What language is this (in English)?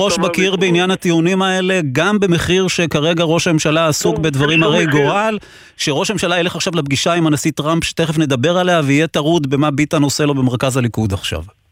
Hebrew